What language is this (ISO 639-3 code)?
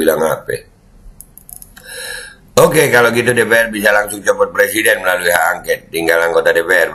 ind